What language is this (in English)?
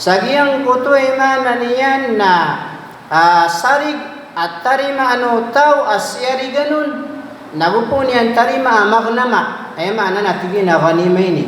Maranao